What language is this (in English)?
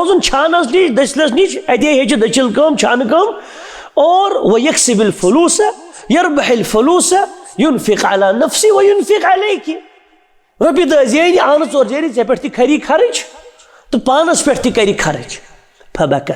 Kashmiri